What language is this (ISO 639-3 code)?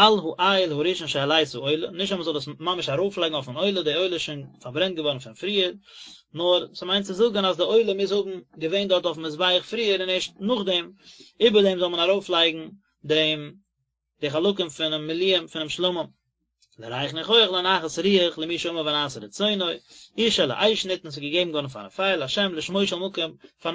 yid